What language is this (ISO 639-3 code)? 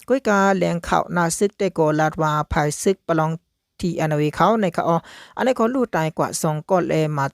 shn